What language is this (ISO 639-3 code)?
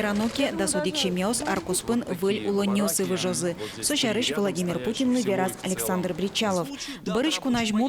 udm